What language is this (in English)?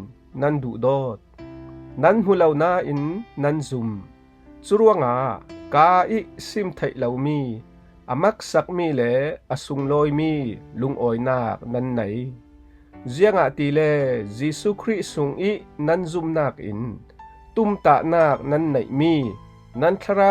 Falam Chin